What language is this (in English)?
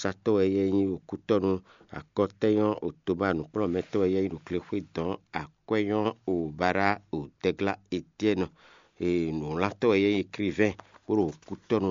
Fon